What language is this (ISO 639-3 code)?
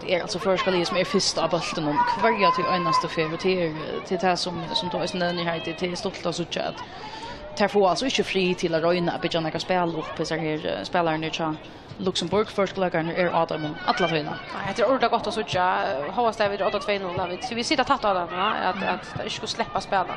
fao